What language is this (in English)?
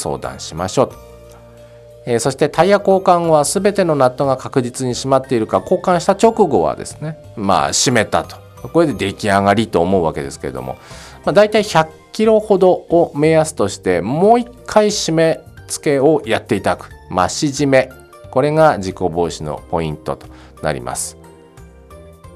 Japanese